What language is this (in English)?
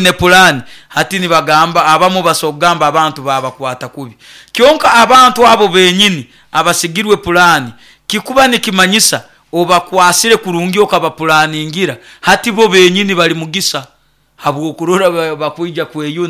Nyoro